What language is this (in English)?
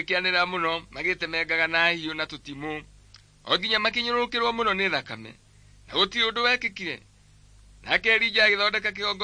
Kikuyu